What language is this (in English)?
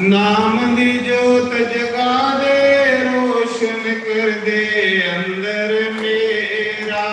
Dogri